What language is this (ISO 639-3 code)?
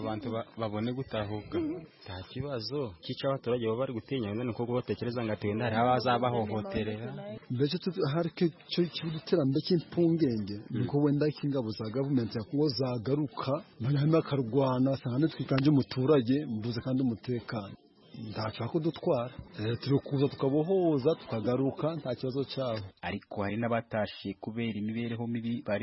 kin